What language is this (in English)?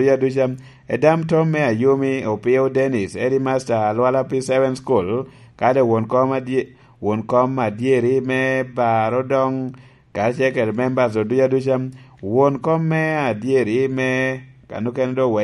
Lango (Uganda)